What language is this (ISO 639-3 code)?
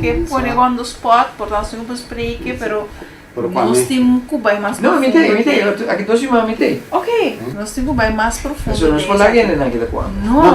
pap